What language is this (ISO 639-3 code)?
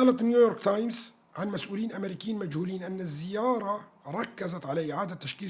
kur